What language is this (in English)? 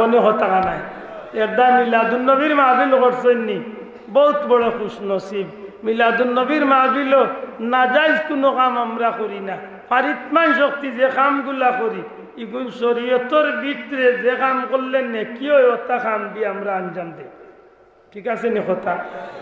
Sylheti